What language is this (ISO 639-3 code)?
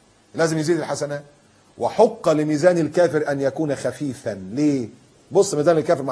arz